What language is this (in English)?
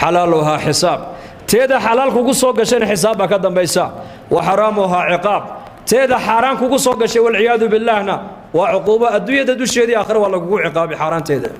Somali